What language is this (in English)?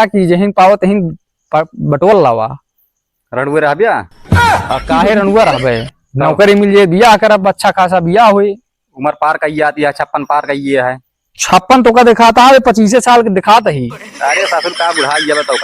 Awadhi